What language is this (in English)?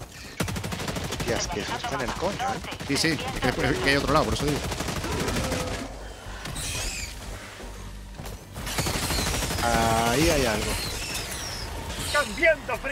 Spanish